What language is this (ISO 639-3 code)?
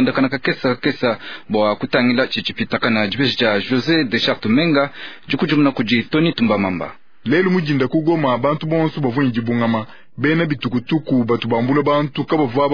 lua